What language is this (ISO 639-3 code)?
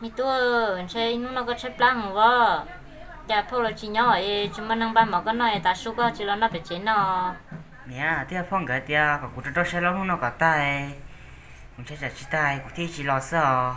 hmn